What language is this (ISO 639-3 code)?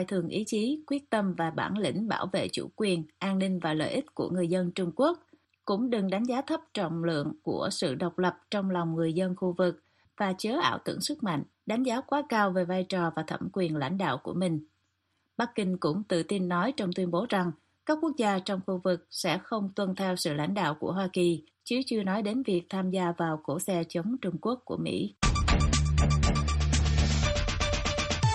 vie